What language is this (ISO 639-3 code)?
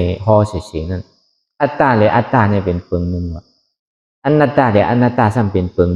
shn